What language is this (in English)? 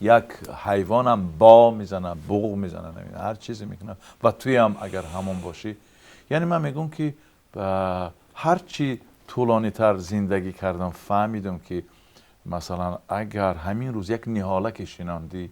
Tajik